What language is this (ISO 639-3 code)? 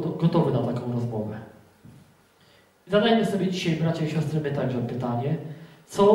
pol